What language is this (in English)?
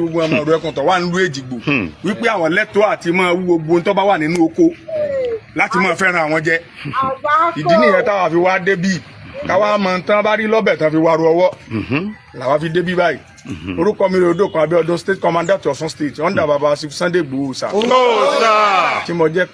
Yoruba